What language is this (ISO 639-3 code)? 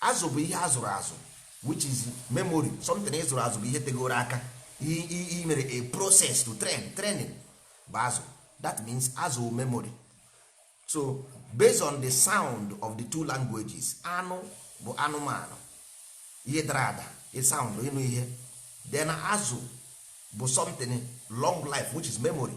ibo